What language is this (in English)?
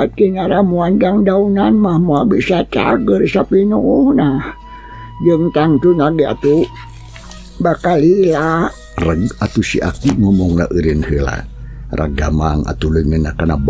Sundanese